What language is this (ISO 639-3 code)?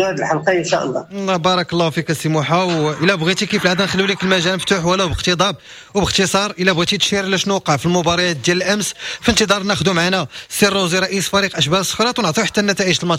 ary